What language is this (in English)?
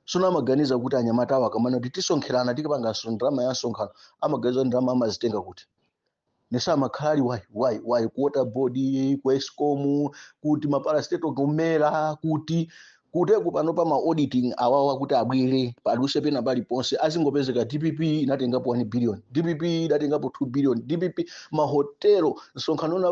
Nyanja